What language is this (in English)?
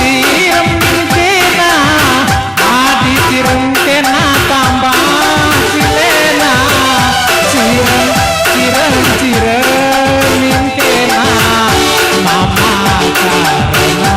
Batak Karo